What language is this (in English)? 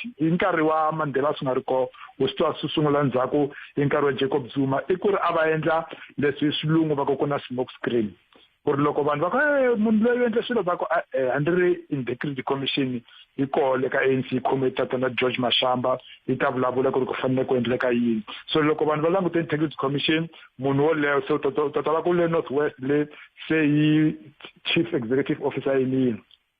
Tsonga